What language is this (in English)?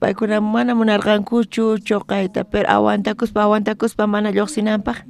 South Bolivian Quechua